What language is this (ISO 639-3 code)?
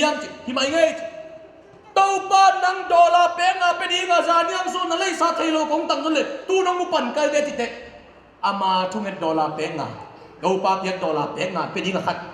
ctd